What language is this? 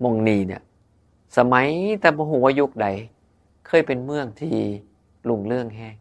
Northeastern Thai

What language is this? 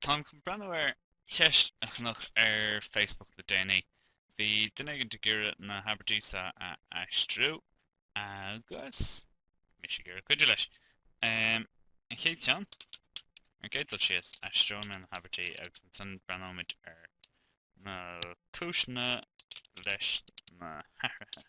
Irish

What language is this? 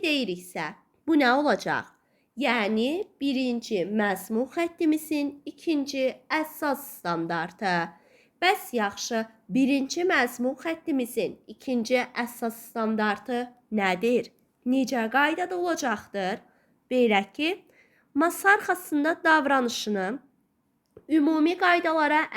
Azerbaijani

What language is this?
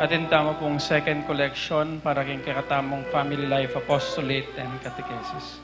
Pampanga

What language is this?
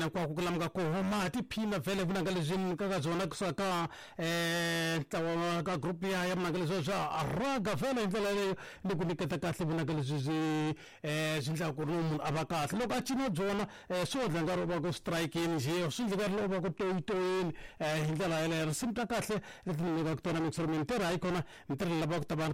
Tsonga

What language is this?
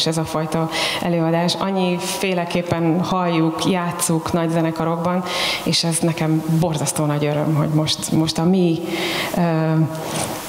Hungarian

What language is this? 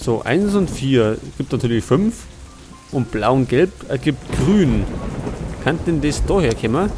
Bavarian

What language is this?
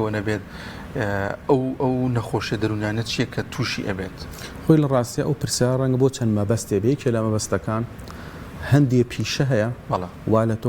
Central Kurdish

